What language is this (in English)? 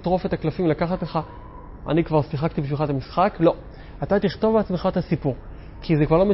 Hebrew